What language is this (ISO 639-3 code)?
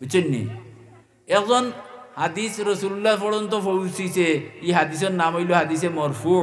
syl